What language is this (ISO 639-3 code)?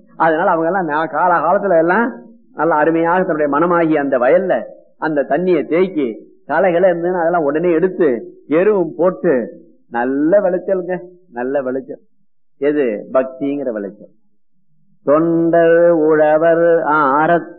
tam